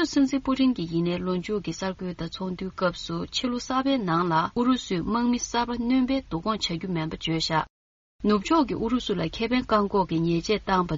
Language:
Tibetan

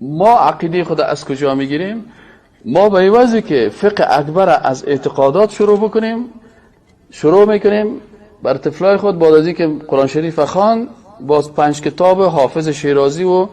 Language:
Persian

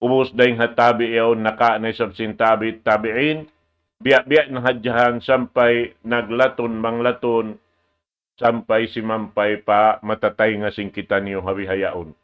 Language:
Tausug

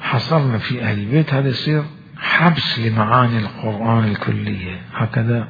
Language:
Mesopotamian Arabic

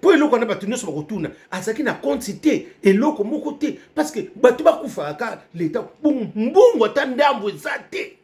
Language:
Lingala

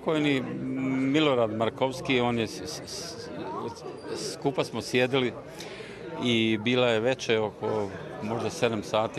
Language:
Bosnian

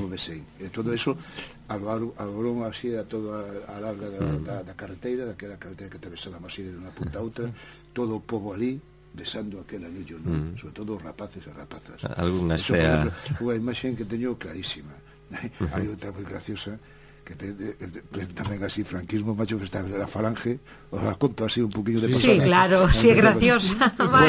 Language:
Galician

